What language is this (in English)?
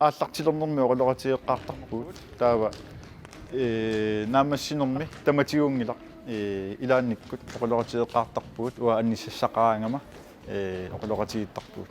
Kalaallisut